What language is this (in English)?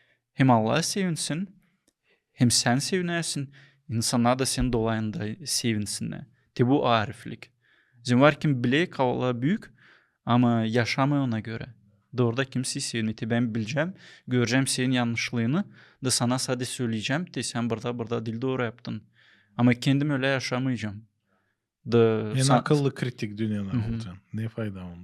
Gagauz